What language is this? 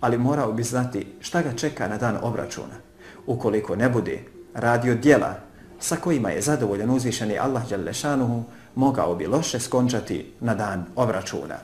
Bosnian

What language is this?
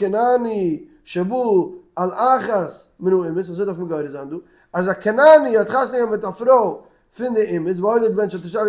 Yiddish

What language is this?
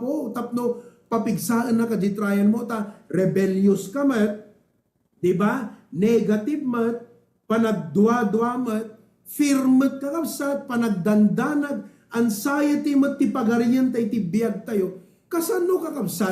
Iloko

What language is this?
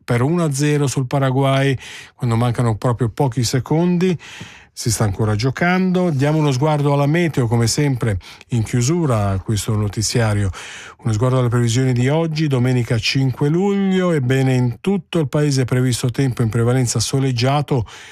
Italian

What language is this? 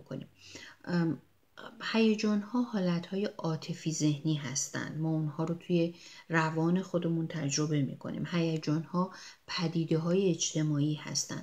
Persian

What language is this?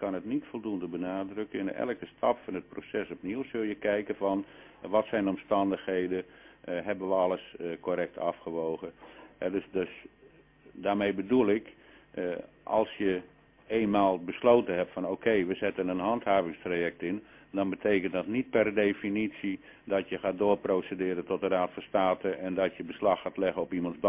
Dutch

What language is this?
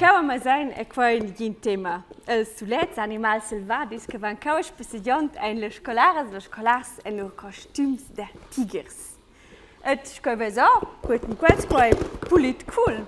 Romansh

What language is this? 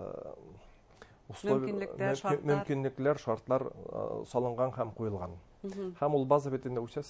Bashkir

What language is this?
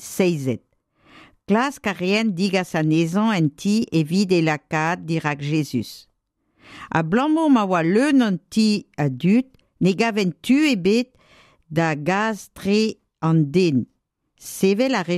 Breton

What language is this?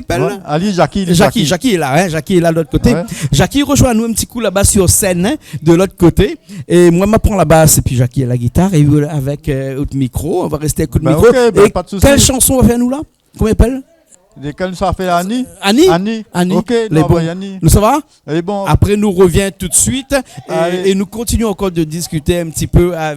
Réunion Creole French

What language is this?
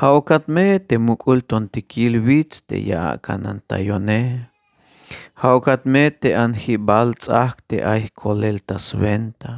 Tzeltal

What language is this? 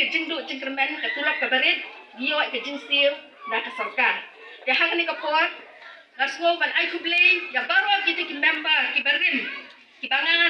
Khasi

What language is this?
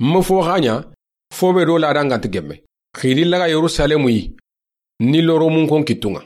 Soninke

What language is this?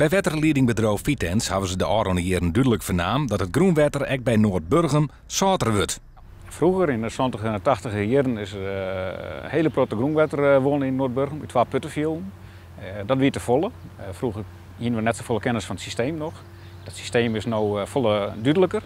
Western Frisian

